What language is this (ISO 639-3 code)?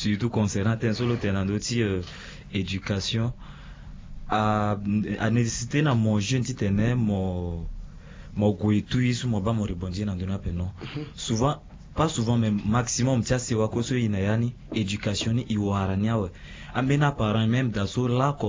sag